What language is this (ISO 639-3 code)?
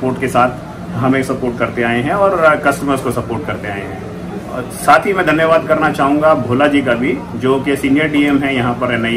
hin